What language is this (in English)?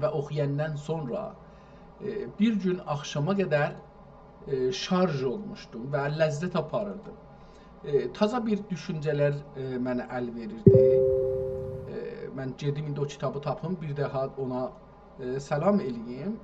South Azerbaijani